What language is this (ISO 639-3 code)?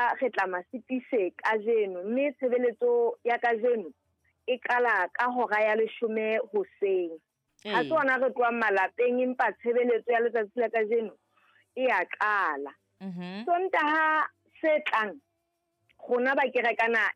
sot